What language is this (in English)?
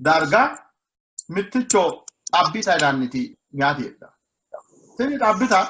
Sidamo